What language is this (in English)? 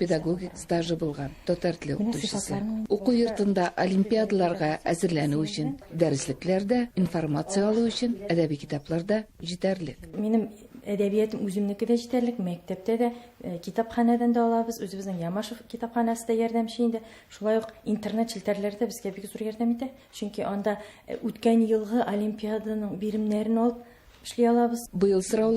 Tatar